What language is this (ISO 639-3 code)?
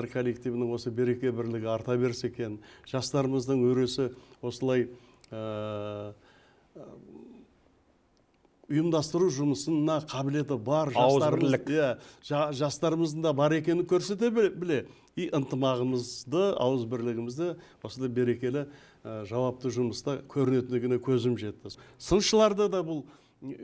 kaz